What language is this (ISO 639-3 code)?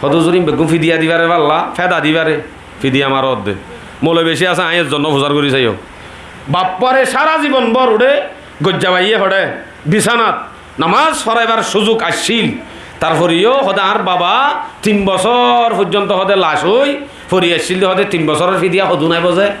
rhg